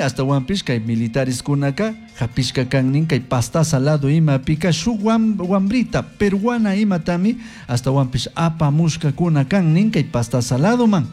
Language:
Chimborazo Highland Quichua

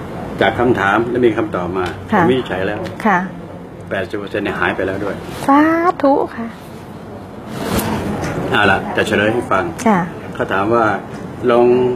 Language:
Thai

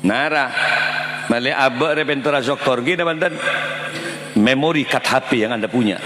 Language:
Madurese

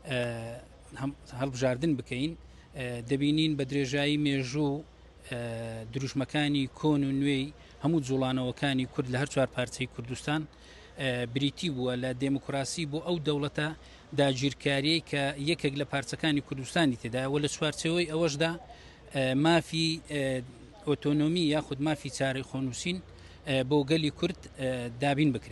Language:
Central Kurdish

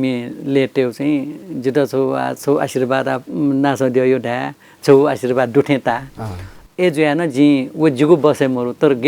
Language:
Newari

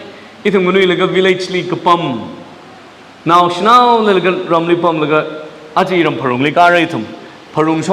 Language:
Tangkhul Naga (India)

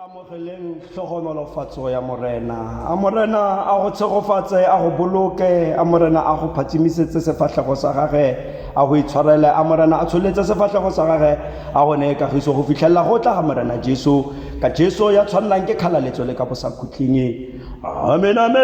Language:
Tswana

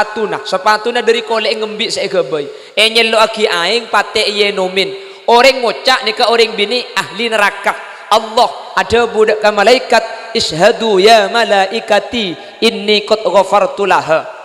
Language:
Madurese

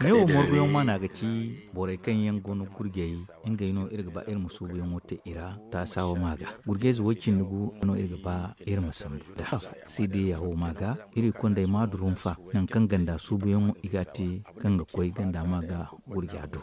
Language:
Zarma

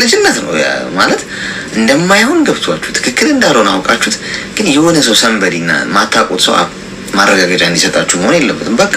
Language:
Amharic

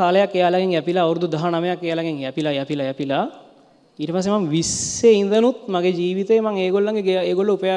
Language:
Sinhala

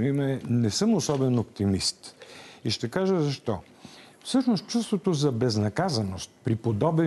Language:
Bulgarian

